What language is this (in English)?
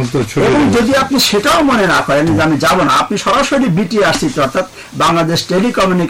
Bangla